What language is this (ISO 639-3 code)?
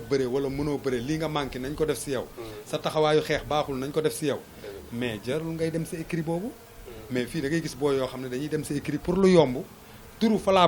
wol